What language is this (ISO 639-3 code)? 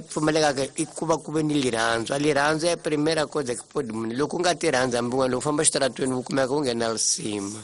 tso